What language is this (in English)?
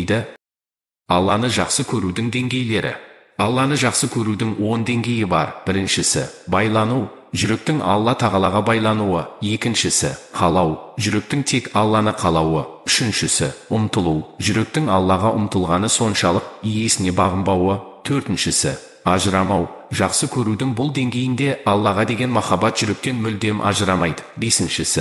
Kazakh